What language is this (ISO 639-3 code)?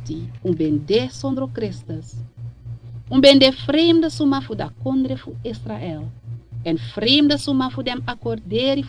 srn